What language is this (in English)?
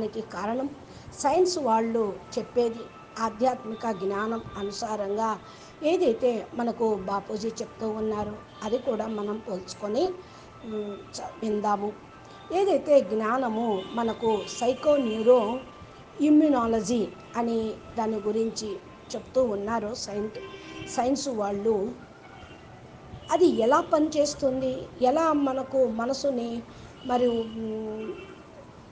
Telugu